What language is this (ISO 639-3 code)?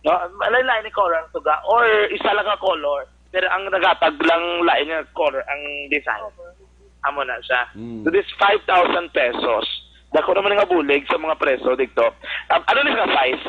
hil